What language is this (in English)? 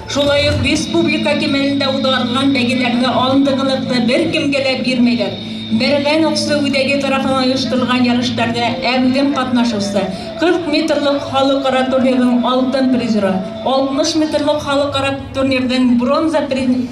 Bashkir